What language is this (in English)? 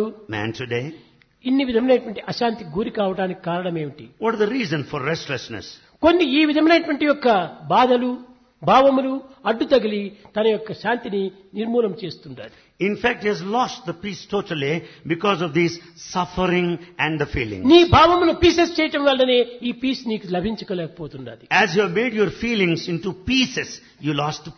Telugu